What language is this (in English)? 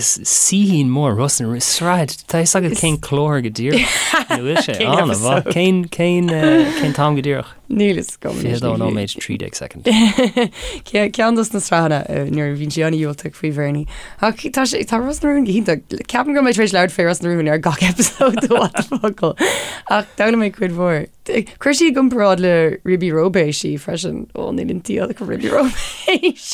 Irish